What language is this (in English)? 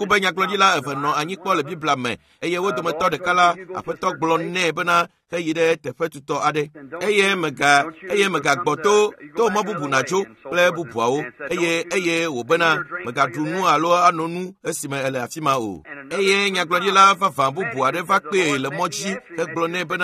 Ewe